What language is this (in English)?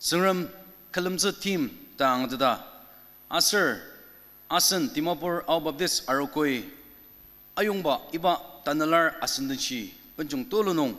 Ao Naga